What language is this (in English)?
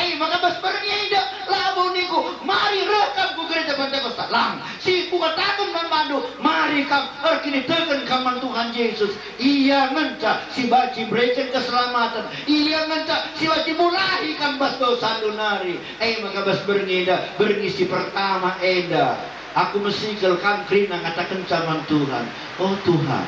Batak Karo